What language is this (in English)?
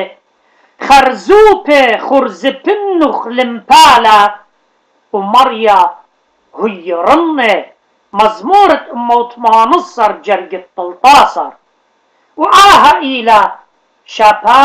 Assyrian Neo-Aramaic